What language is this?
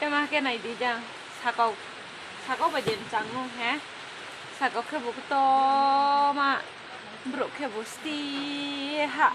Kok Borok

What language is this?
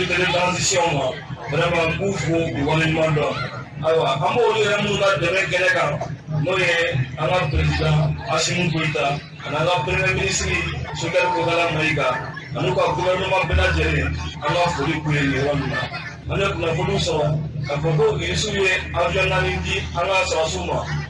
Bambara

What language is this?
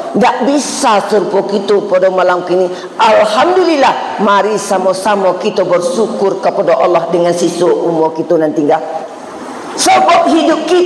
Minangkabau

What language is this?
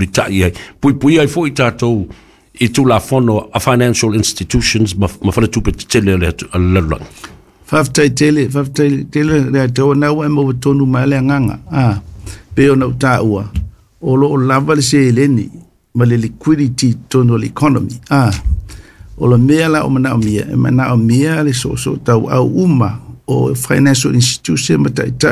Samoan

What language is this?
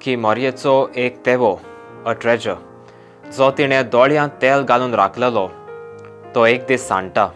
Konkani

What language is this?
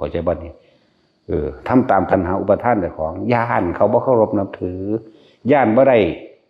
Northeastern Thai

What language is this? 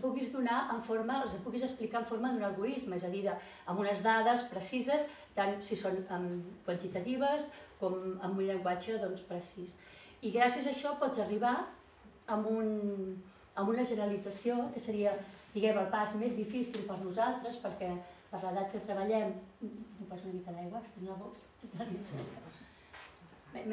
Catalan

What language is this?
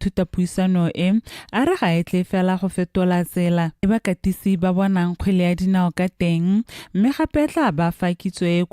Tswana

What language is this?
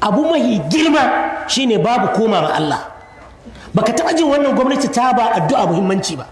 Hausa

